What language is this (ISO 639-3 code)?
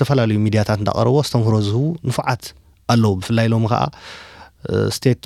tir